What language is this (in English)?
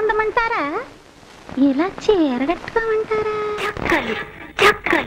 Telugu